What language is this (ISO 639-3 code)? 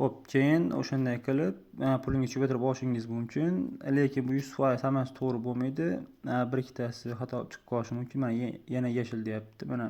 uzb